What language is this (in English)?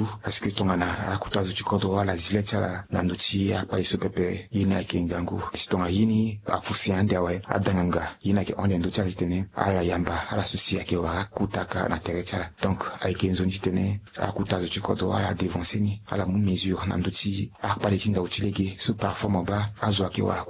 Sango